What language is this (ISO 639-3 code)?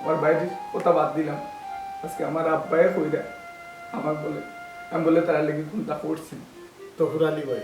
syl